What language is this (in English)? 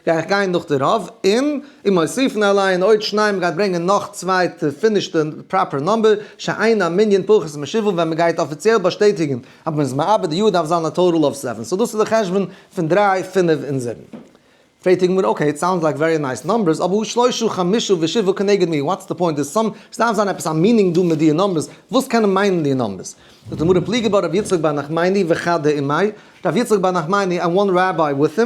Yiddish